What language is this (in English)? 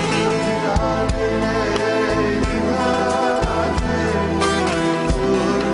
Turkish